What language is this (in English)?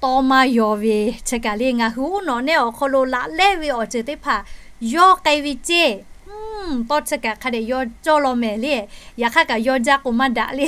Lahu